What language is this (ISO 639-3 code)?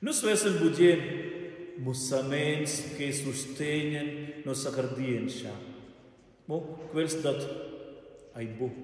roh